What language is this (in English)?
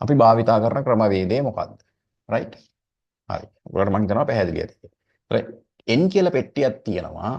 Sinhala